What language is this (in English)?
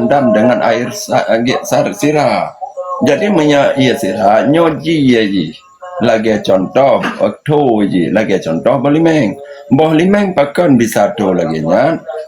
Achinese